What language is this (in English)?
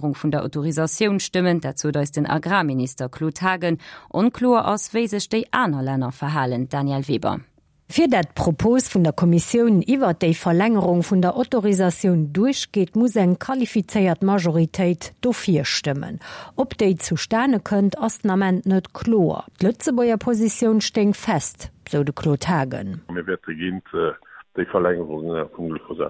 Luxembourgish